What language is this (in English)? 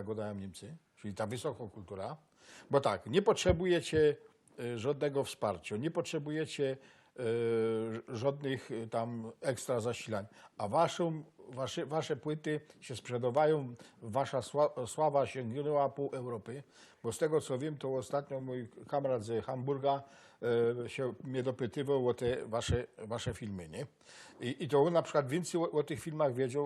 Silesian